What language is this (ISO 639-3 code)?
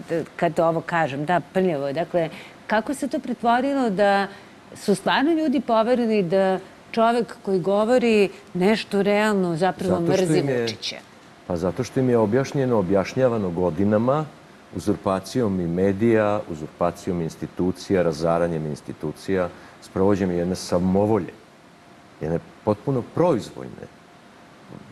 srp